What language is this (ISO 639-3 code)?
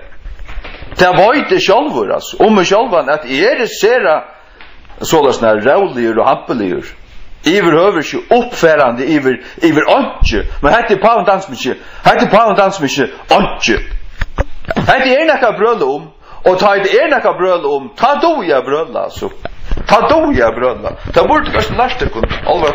fao